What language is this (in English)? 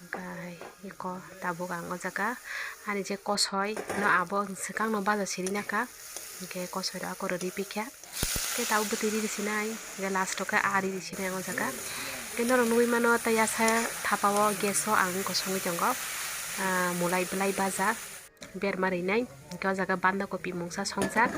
Kok Borok